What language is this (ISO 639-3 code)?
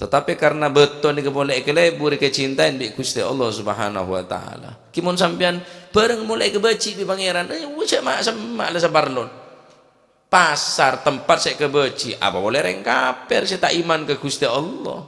mad